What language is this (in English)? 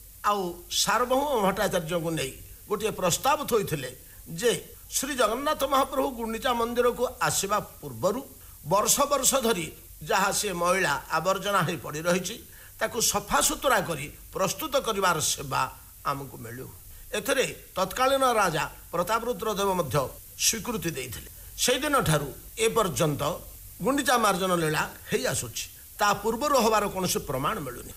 Odia